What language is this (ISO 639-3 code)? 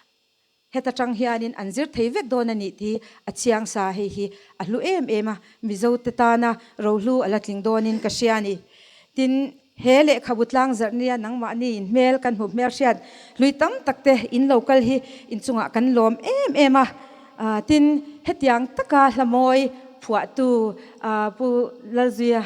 lus